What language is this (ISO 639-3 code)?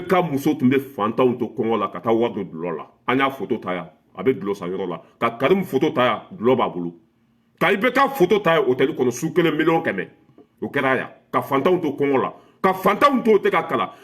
bam